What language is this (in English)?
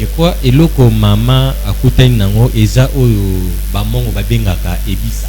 Lingala